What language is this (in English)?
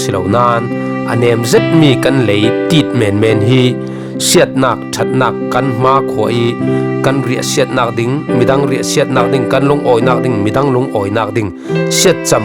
Falam Chin